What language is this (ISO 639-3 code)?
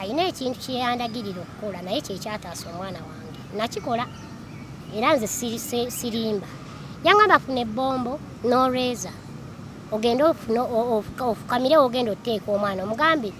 lug